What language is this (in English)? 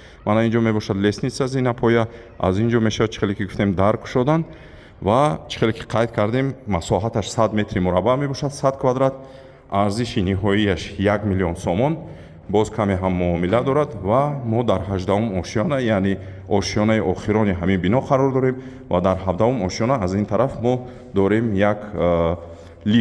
Tajik